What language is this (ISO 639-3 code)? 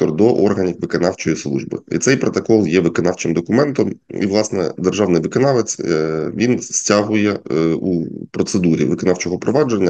ukr